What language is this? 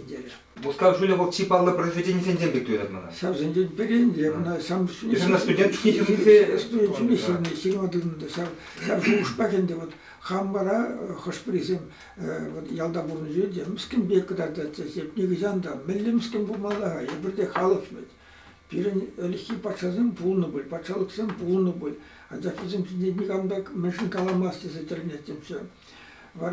Chuvash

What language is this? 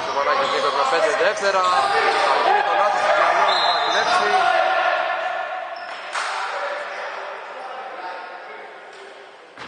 Greek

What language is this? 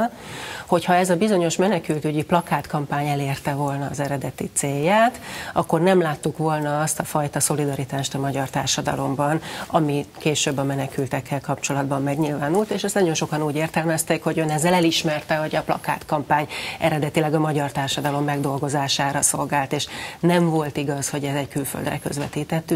Hungarian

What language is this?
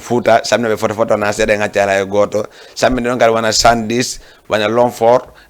Fula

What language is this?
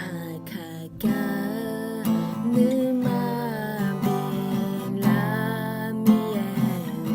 Akha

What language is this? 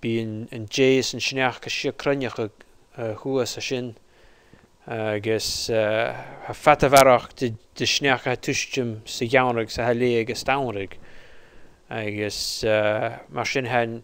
Scottish Gaelic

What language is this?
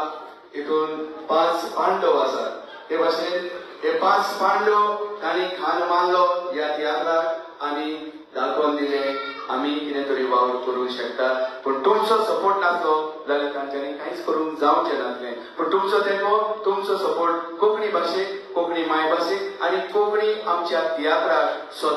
Konkani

